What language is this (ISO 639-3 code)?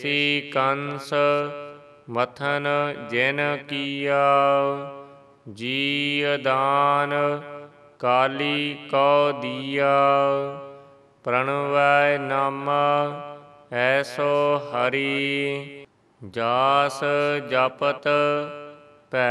pan